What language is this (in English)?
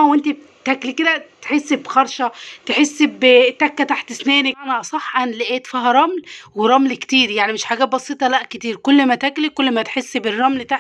Egyptian Arabic